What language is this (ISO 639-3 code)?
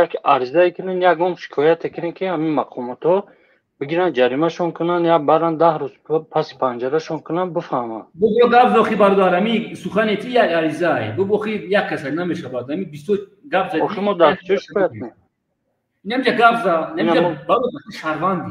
tgk